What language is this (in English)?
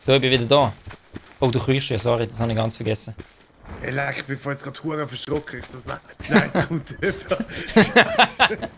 Swiss German